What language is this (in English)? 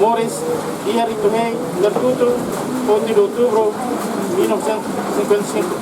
Tetum